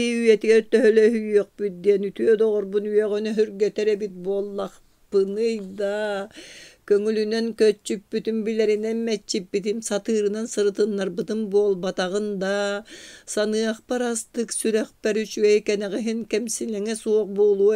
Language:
Yakut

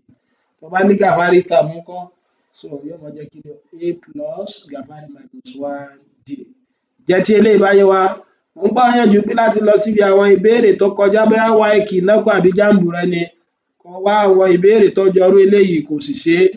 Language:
Yoruba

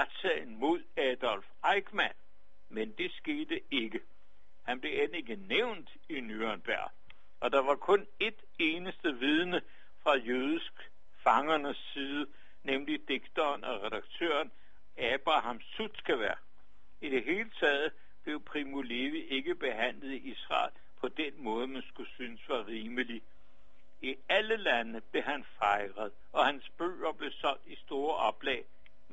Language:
Danish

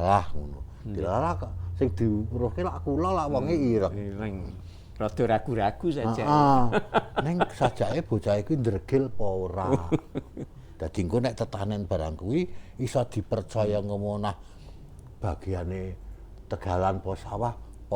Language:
Javanese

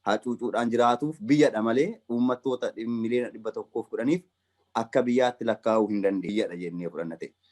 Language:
Oromo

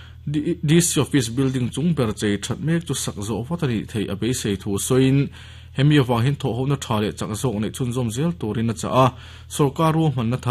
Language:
Mizo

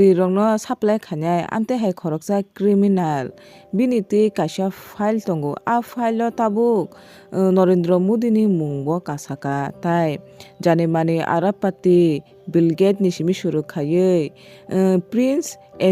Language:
Kok Borok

